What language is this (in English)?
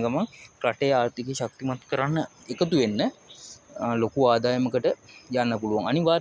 Sinhala